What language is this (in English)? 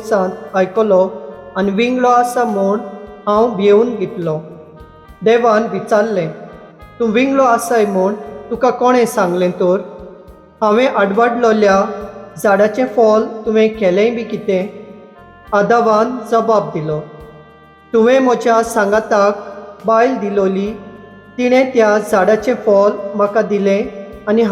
Konkani